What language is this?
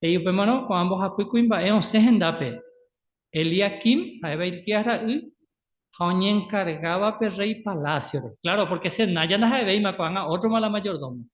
Guarani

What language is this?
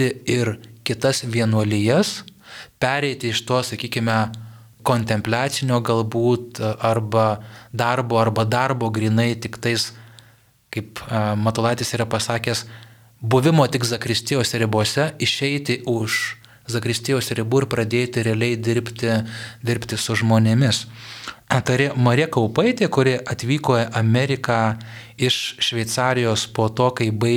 Lithuanian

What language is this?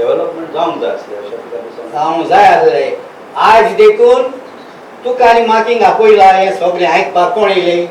Konkani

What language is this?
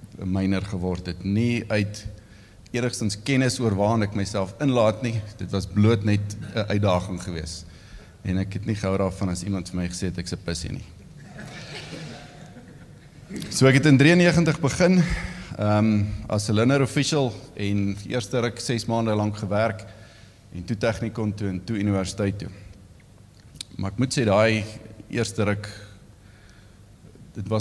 Afrikaans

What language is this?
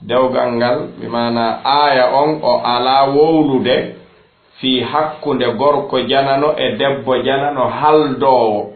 Fula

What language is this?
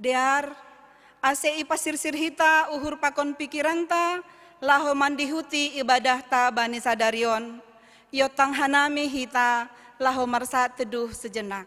Batak Simalungun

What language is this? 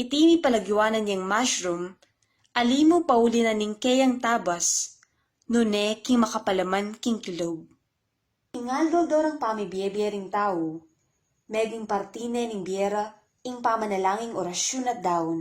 Pampanga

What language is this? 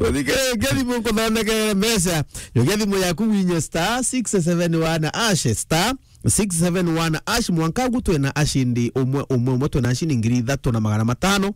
Meru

